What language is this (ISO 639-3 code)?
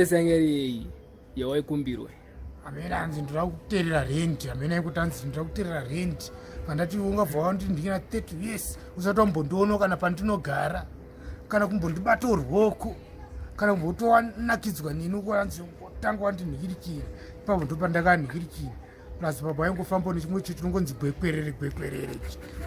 sna